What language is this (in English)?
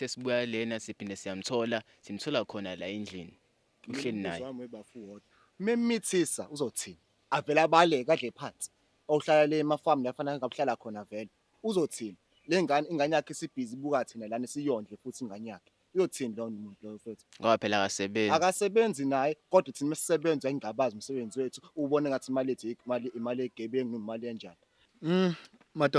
Zulu